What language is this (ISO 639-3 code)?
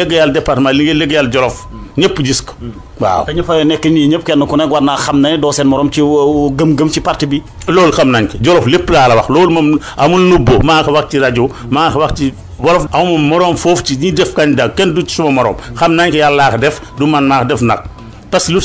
wol